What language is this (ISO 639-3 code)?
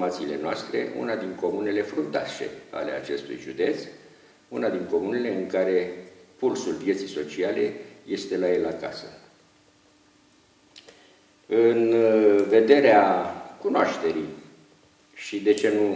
ron